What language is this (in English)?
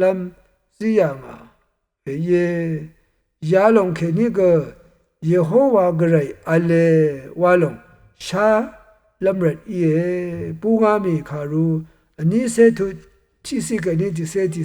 Rawang